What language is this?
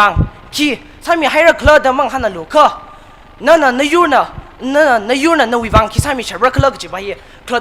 Tangkhul Naga (India)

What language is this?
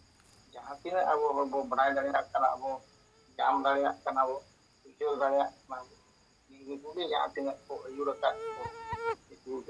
Santali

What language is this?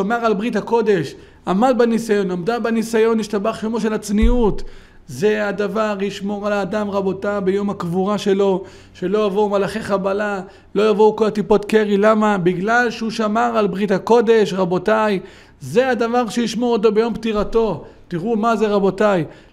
Hebrew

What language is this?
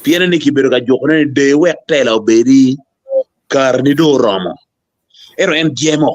Acoli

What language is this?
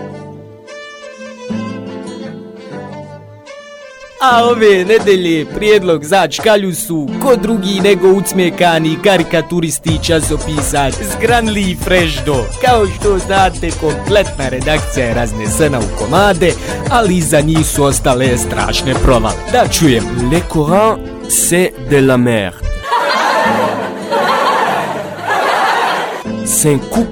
Bosnian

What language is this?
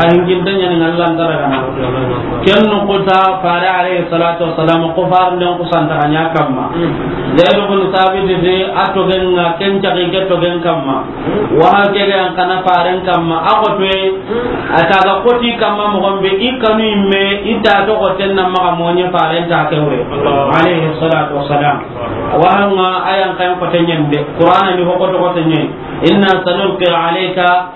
Soninke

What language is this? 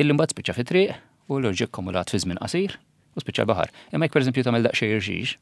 Maltese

